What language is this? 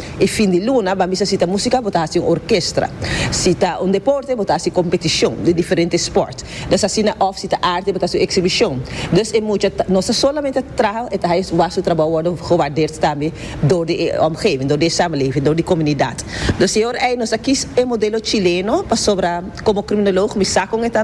Papiamento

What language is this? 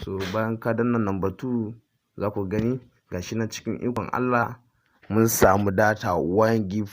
Hausa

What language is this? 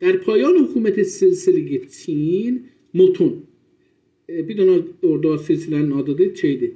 South Azerbaijani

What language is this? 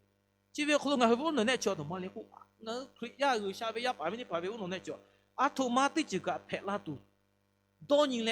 Lahu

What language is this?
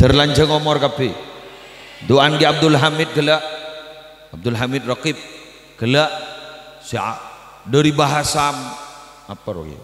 Madurese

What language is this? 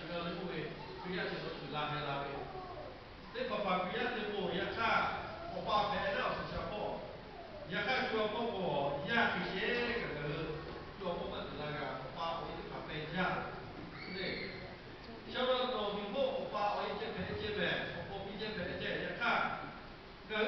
Lahu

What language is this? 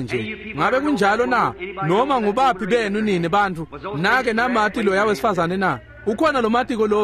Swati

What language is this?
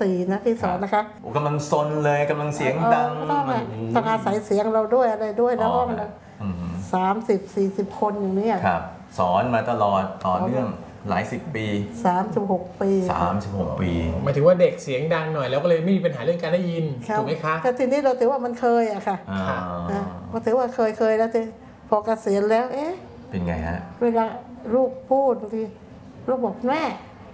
Thai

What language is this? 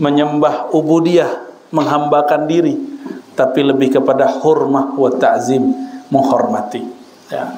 Minangkabau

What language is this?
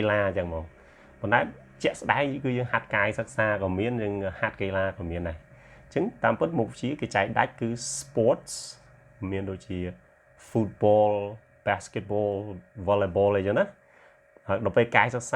Khmer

